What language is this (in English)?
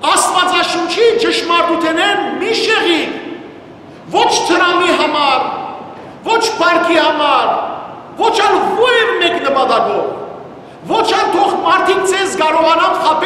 Western Armenian